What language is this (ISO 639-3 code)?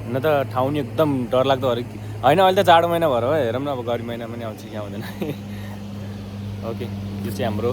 nep